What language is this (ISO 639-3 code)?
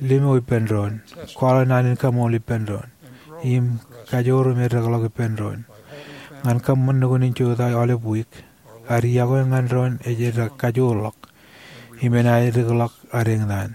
mah